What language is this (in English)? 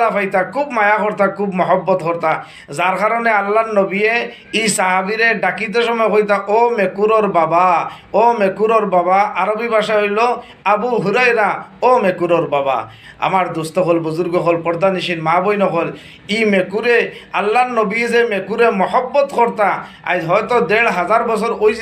Sylheti